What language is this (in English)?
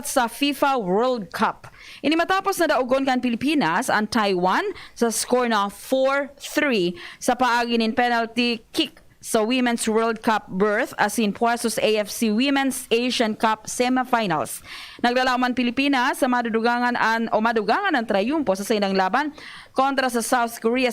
Bikol